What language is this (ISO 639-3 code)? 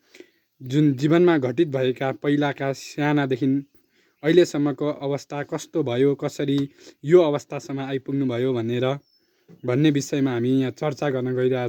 nep